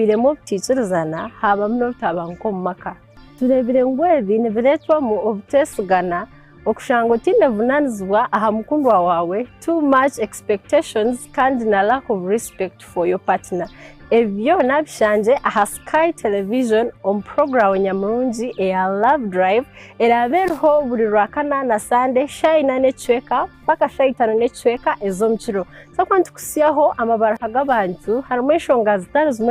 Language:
Nyankole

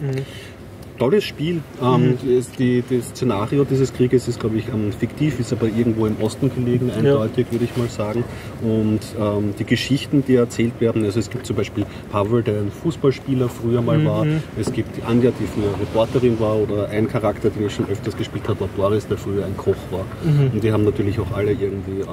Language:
German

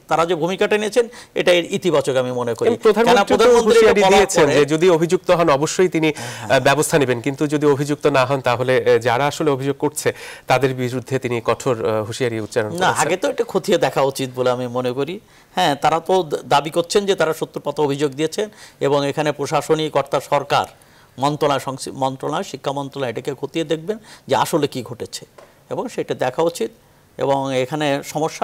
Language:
Bangla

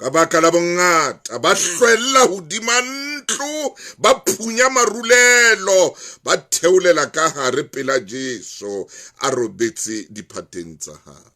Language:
Southern Sotho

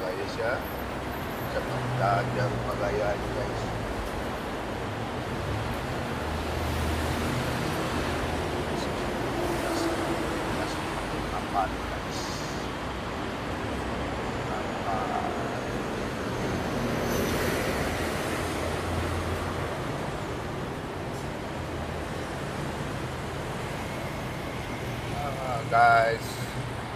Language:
Malay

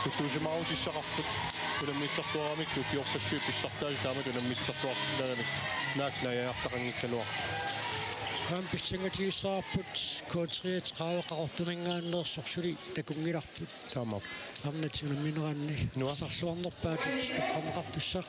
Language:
Kalaallisut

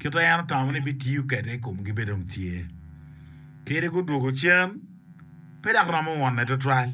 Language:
Acoli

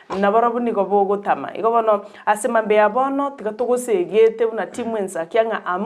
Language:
Gusii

